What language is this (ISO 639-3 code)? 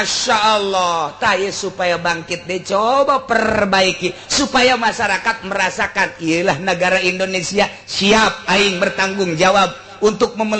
sun